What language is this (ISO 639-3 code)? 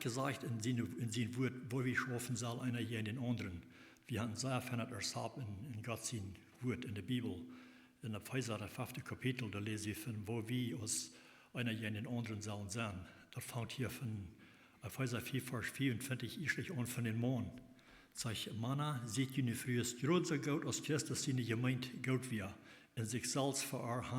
pdt